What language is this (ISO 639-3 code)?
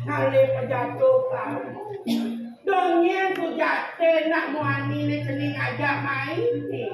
ban